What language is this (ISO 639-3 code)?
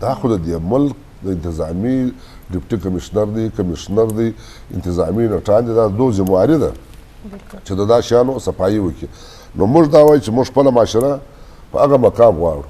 bgp